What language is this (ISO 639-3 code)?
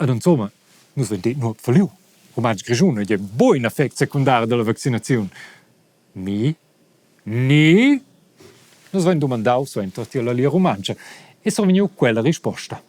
roh